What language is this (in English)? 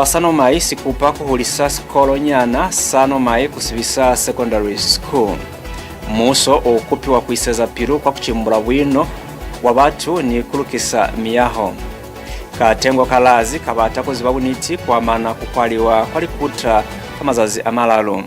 Lozi